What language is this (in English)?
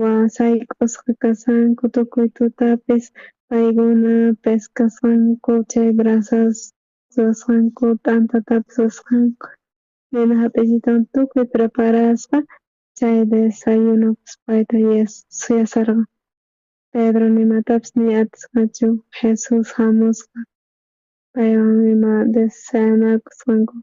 South Bolivian Quechua